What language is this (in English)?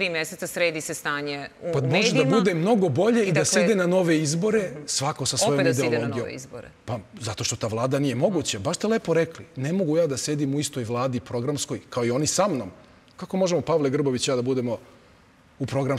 Serbian